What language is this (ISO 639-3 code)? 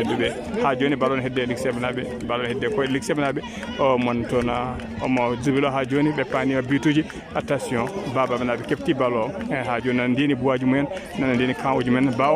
ful